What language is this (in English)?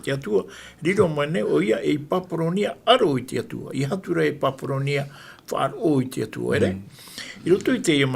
Tahitian